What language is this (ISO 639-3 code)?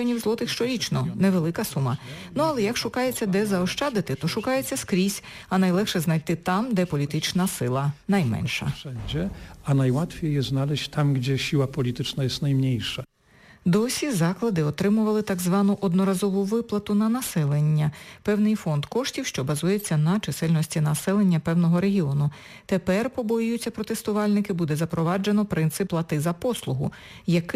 ukr